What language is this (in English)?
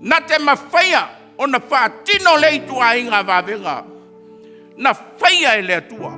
Samoan